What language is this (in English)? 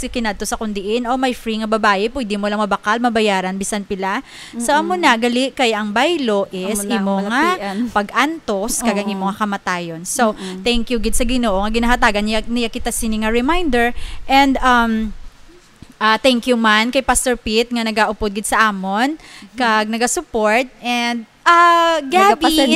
Hiligaynon